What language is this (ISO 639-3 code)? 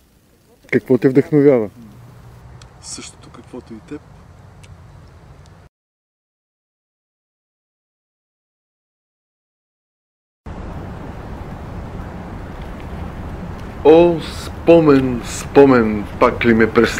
bul